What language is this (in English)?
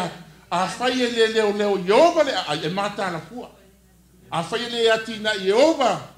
Samoan